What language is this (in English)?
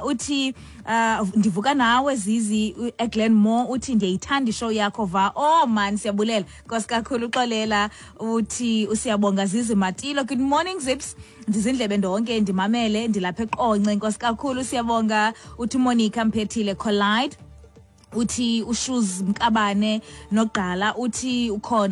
Xhosa